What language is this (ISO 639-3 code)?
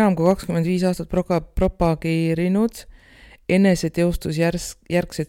est